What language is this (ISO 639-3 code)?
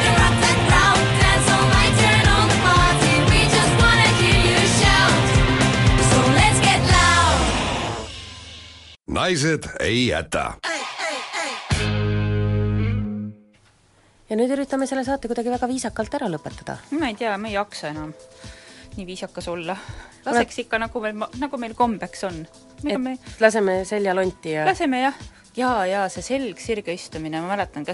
est